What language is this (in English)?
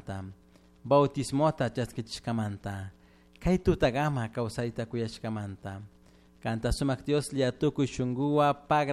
Chimborazo Highland Quichua